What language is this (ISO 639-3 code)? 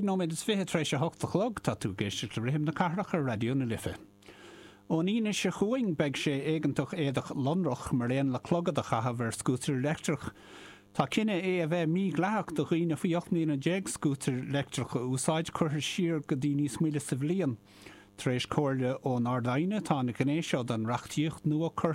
gle